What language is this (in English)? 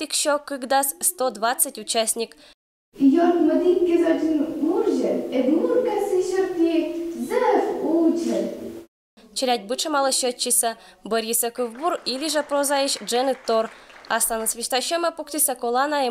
Komi-Permyak